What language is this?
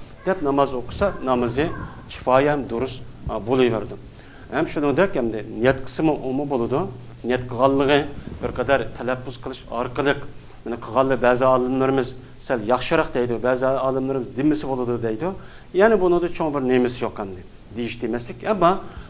Uyghur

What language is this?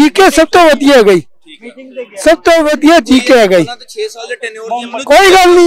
Punjabi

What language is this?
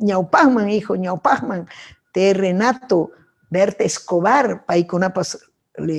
Ayacucho Quechua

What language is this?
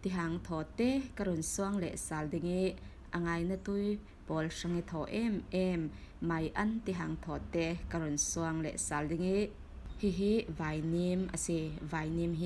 Falam Chin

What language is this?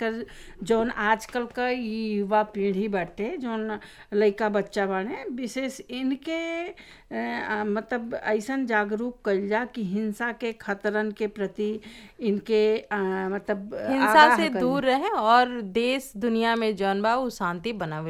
Bhojpuri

